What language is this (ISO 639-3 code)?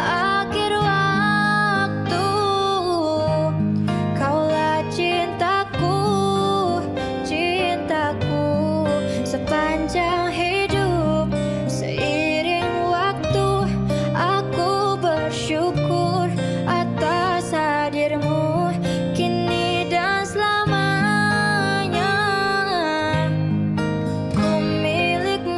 ind